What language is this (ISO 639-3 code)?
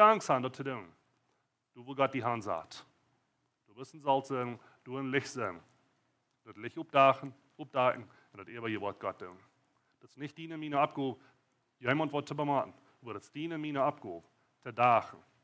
pdt